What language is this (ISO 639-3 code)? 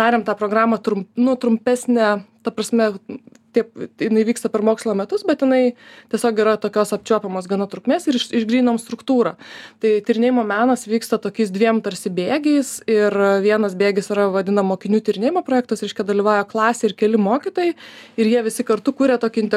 lit